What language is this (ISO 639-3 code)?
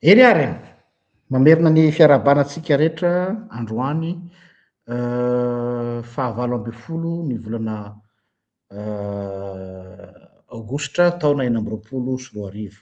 mlg